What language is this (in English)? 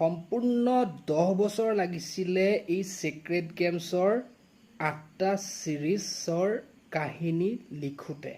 Assamese